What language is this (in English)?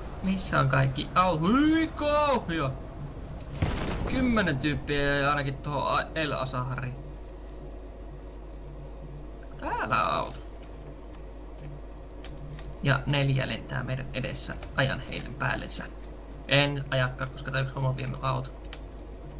Finnish